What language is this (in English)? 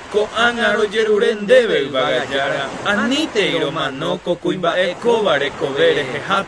Guarani